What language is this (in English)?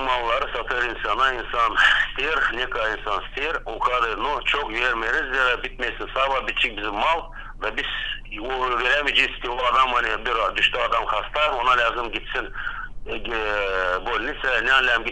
Gagauz